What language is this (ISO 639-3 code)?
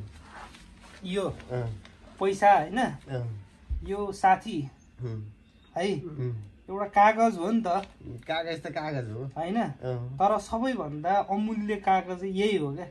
nep